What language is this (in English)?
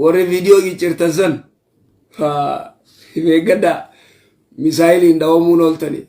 Oromo